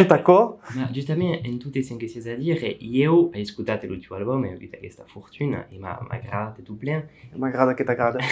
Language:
Occitan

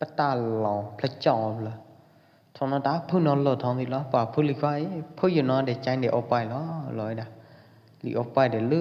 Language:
Pwo Eastern Karen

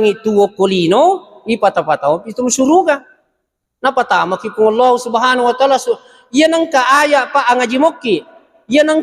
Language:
Buginese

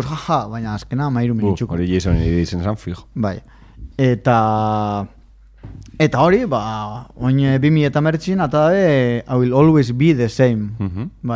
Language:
Basque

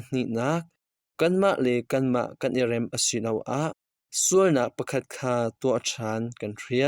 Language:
Hakha Chin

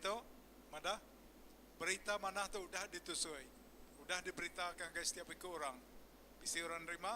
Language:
Iban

